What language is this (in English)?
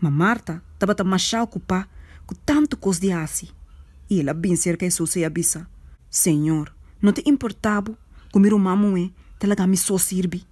Papiamento